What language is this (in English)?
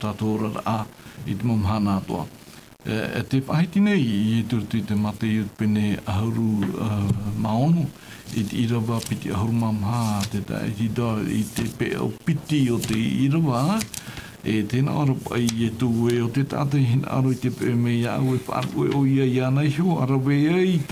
Tahitian